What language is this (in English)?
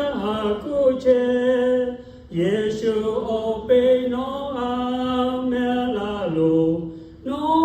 Lahu